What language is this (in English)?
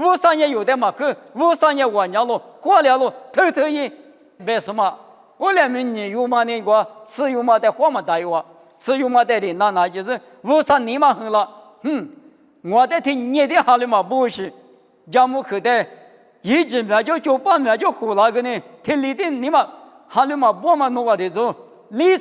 Lisu